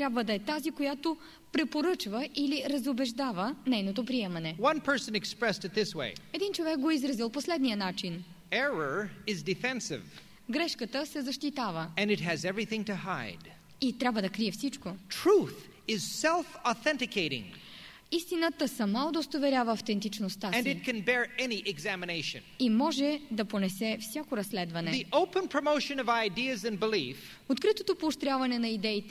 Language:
Bulgarian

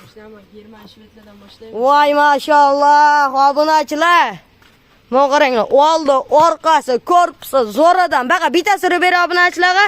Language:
Uzbek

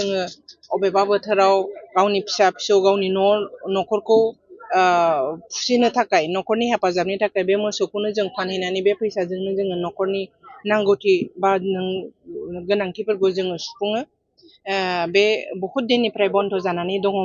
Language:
Bodo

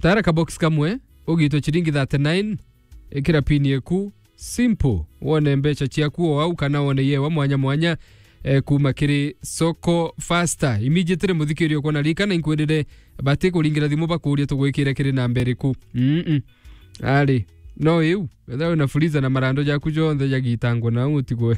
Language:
Meru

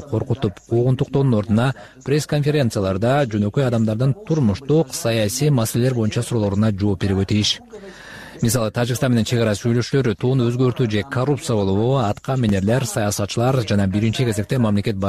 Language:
Kyrgyz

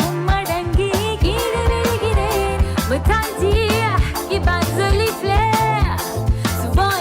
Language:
Morisyen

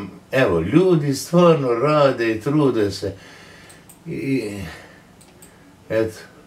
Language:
Croatian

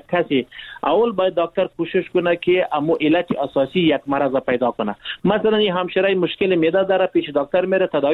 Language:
Persian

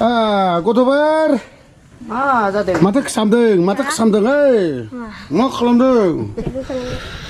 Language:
Bodo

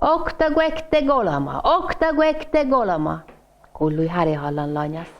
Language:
Northern Sami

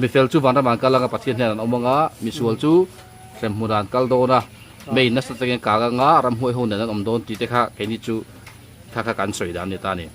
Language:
Mizo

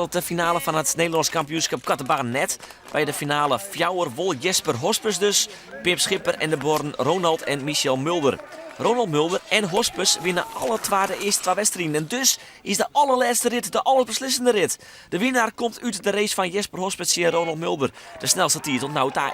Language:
Western Frisian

